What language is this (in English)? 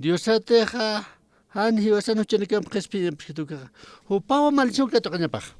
Aymara